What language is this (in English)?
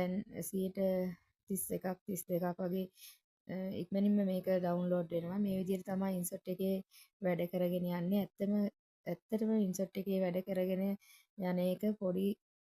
Sinhala